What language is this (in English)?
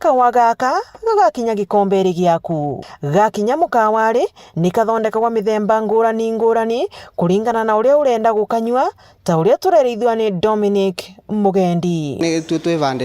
Meru